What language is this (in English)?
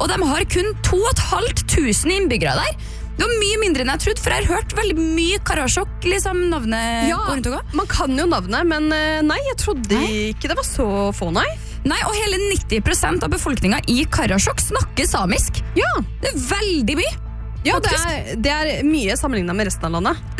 Norwegian